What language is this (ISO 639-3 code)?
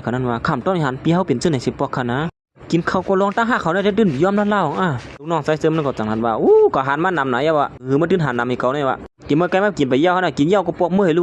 shn